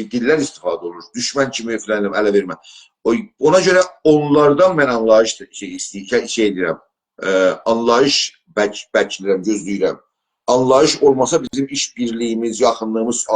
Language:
South Azerbaijani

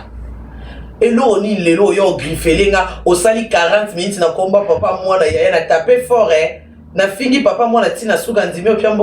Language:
Lingala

